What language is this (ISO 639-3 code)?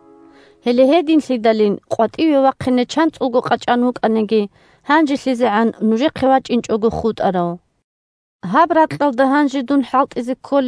ava